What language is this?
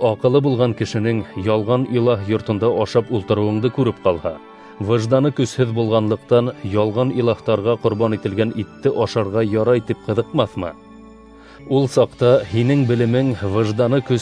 Bashkir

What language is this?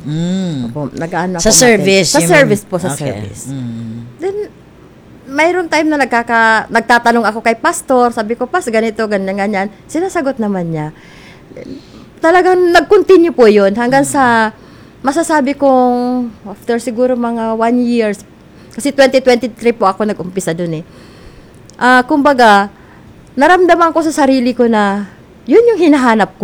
Filipino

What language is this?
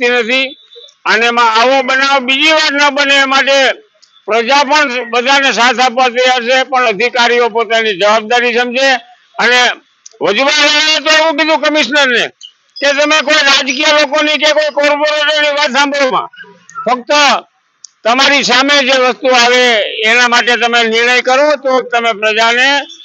Gujarati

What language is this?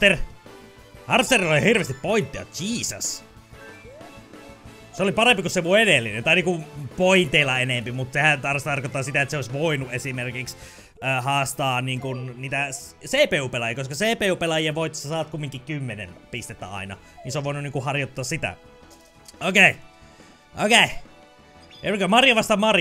Finnish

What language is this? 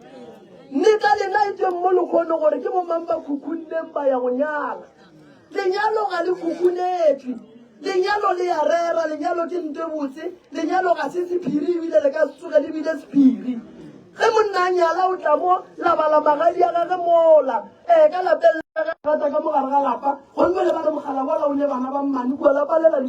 Northern Sotho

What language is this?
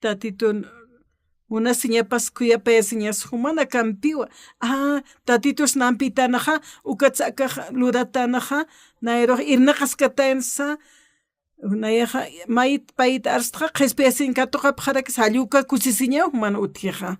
Aymara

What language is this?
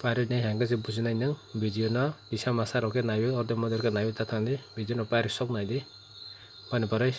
Kok Borok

